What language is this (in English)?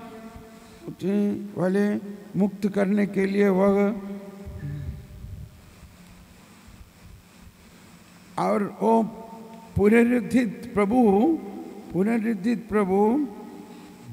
Hindi